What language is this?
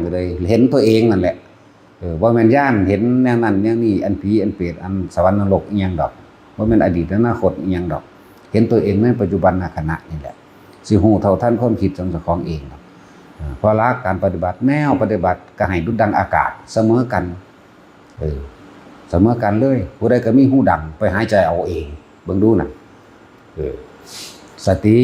Northeastern Thai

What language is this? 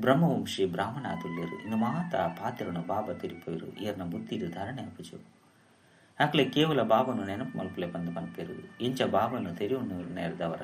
Tulu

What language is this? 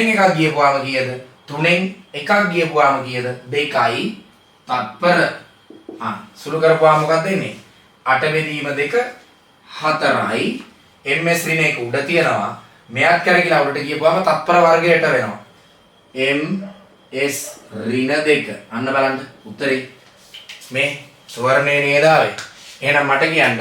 Sinhala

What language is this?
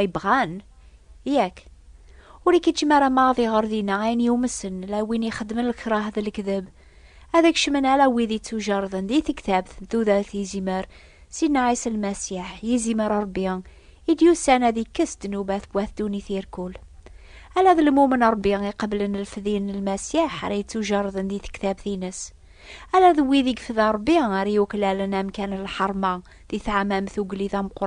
Kabyle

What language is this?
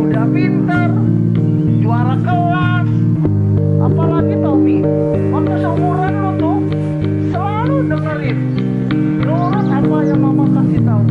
Betawi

